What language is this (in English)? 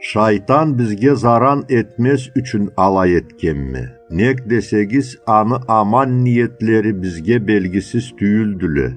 Karachay-Balkar